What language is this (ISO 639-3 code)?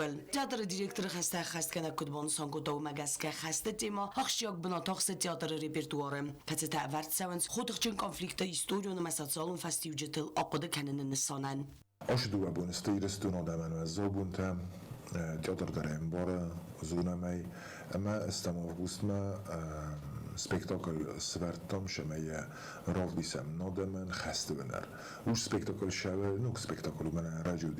oss